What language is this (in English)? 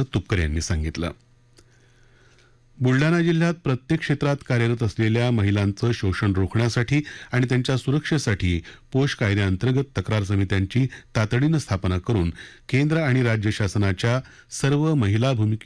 Marathi